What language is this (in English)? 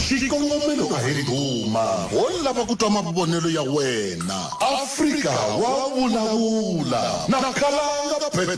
Tsonga